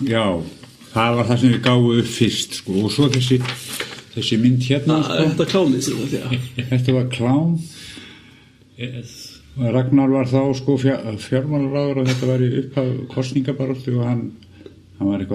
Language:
Icelandic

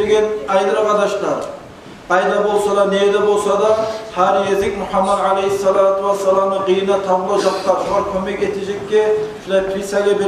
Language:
Kumyk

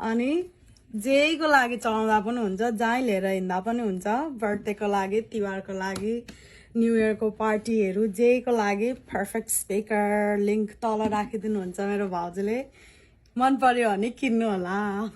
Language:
Nepali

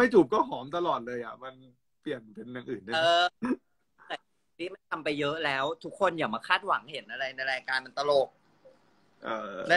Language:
Thai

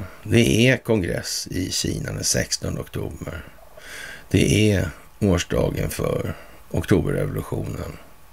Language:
Swedish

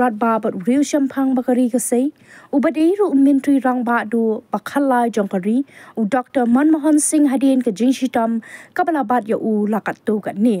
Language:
Khasi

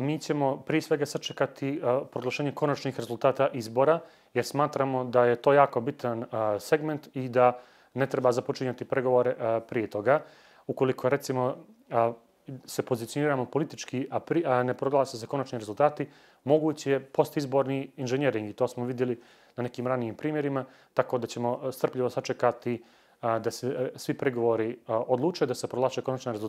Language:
Bosnian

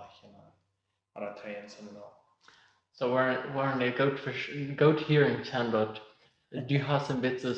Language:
Plautdietsch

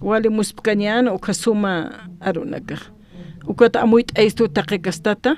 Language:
Aymara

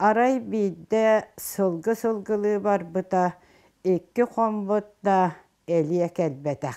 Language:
Yakut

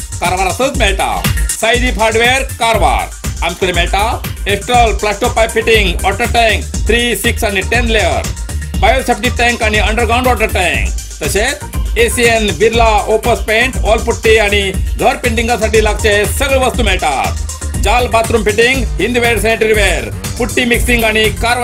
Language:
Konkani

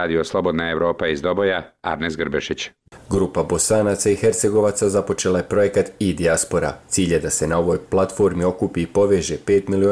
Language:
Bosnian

